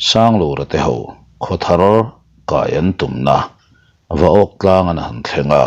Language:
Mizo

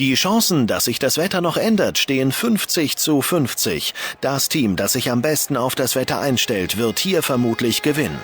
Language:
Bavarian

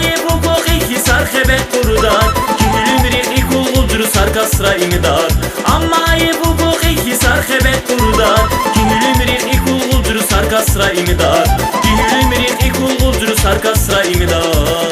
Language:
Tabassaran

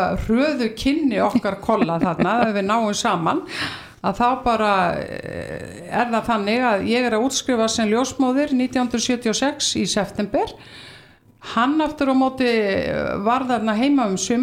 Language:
Icelandic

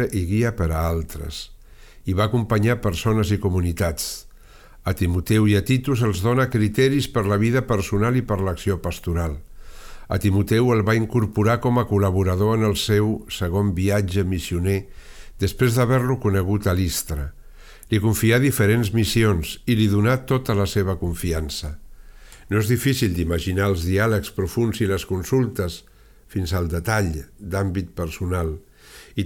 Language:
Catalan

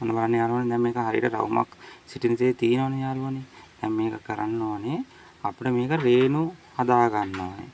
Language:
Sinhala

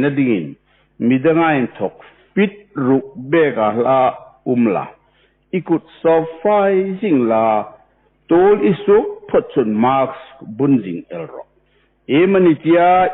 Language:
Hmar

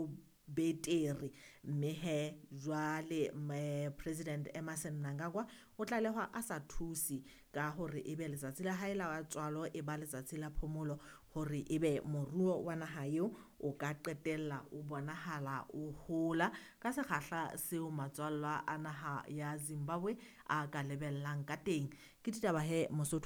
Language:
Southern Sotho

